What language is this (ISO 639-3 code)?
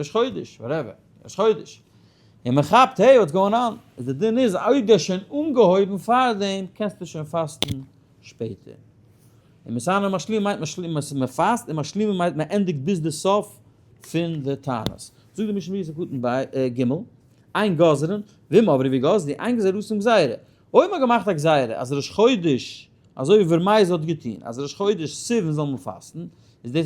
yid